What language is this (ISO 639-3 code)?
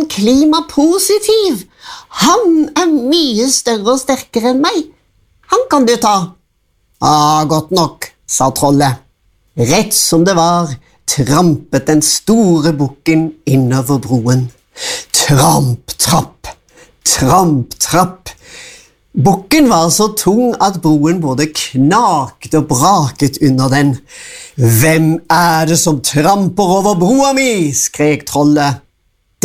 nor